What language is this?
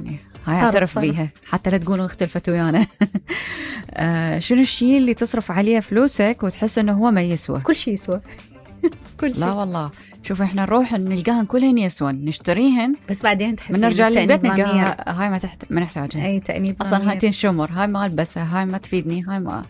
Mesopotamian Arabic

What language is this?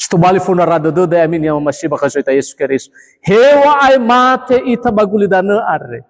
Nias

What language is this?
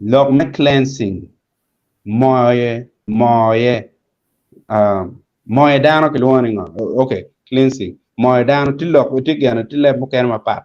Acoli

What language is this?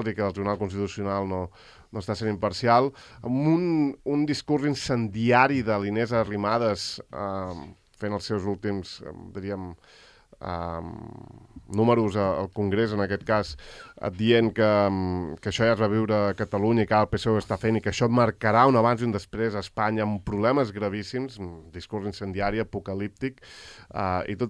Catalan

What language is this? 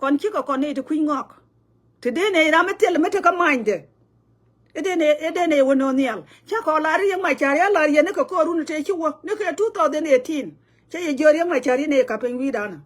Nuer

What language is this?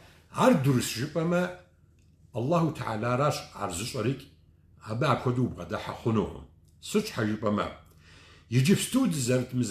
Kabardian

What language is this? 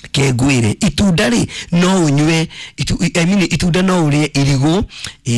Kikuyu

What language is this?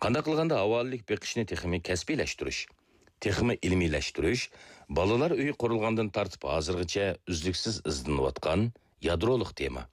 Uyghur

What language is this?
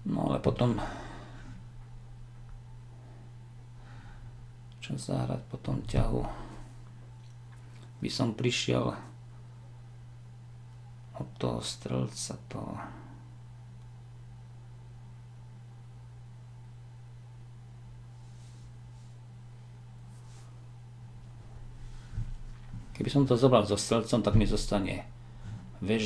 Slovak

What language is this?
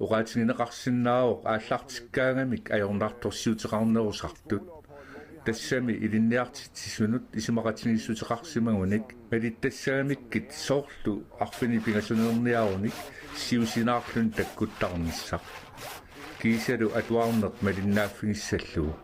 Kalaallisut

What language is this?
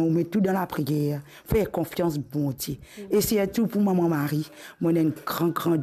Morisyen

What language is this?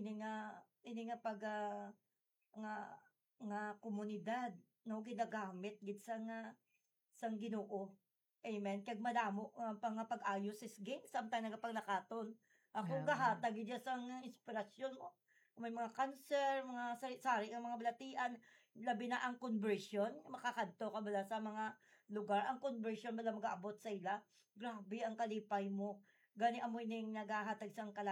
Hiligaynon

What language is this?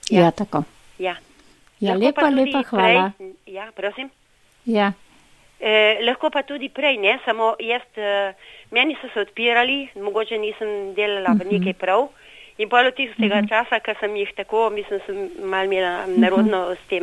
Slovenian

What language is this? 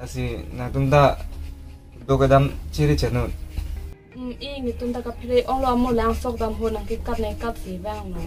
Karbi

